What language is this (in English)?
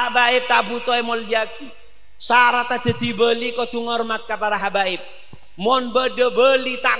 Madurese